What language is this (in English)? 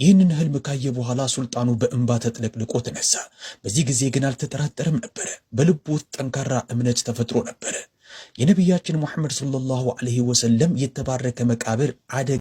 Amharic